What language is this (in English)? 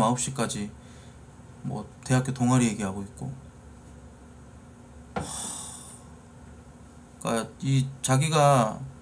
Korean